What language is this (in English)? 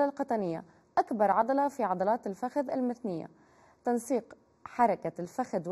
North Levantine Arabic